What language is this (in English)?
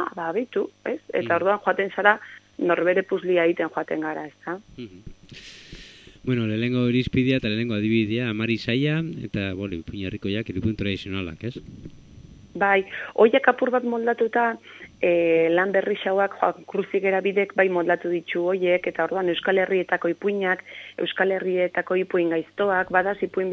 Basque